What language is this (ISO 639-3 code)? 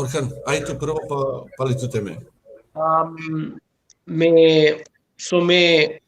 rmn